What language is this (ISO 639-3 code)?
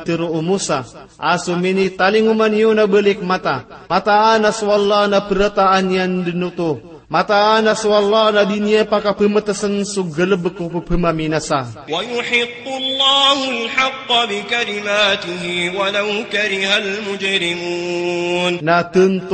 mrw